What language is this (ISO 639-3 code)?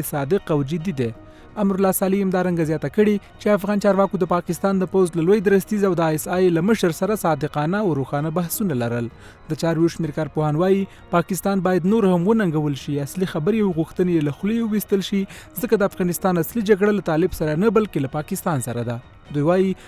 pus